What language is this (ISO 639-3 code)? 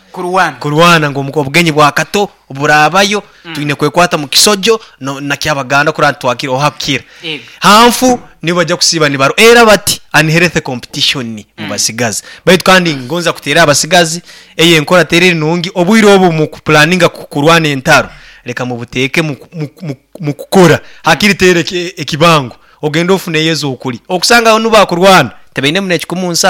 nyn